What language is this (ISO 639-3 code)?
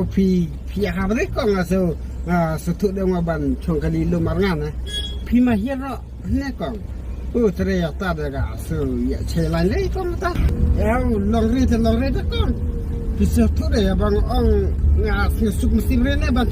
kha